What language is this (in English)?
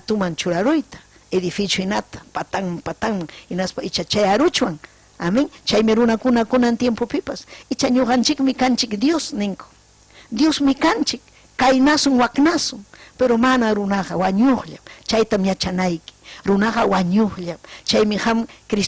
Ayacucho Quechua